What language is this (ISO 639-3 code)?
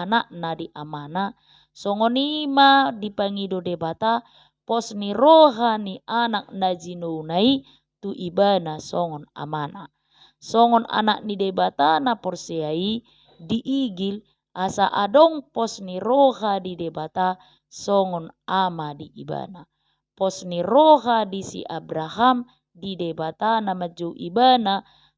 bbc